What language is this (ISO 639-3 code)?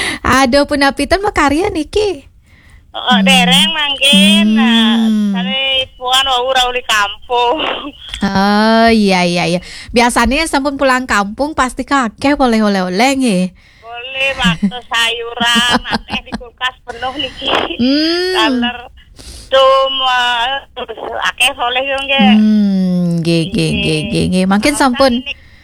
ban